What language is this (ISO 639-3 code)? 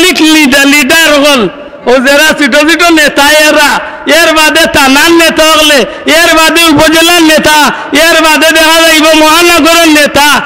syl